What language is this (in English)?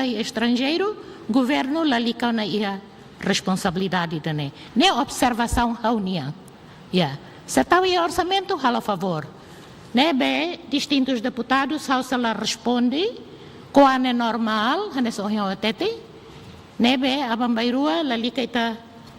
Tetum